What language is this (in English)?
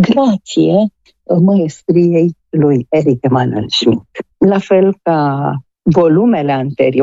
Romanian